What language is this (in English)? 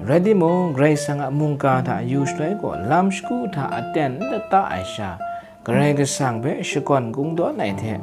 Kachin